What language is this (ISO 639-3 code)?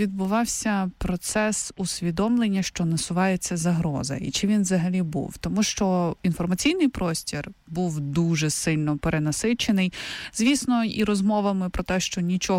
ukr